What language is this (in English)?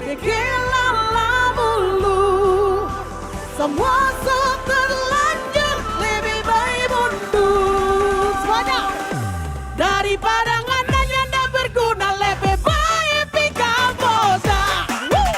Manado Malay